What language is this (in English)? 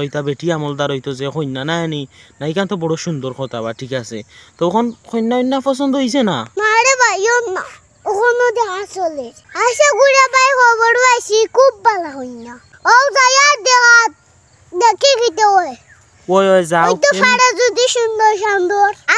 Sylheti